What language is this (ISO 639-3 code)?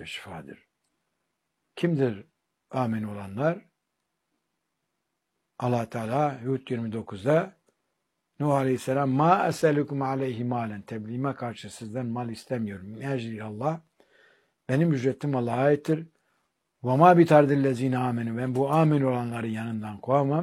tur